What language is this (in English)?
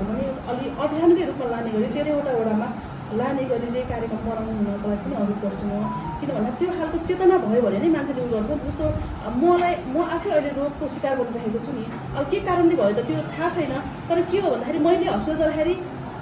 Nepali